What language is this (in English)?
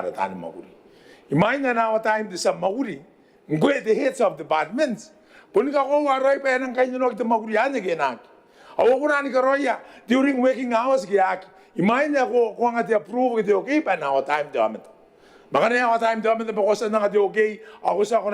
Gilbertese